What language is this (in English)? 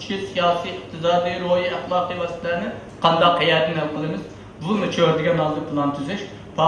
Uyghur